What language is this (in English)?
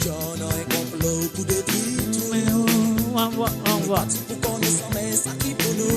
Morisyen